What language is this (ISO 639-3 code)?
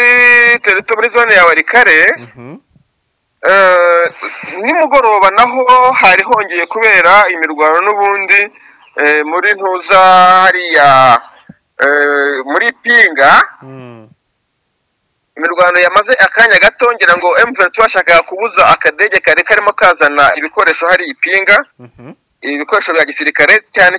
kin